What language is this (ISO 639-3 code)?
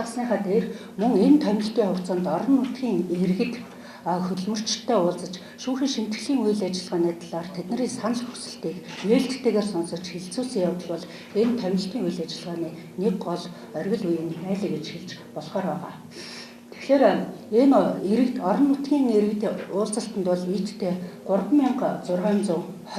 mon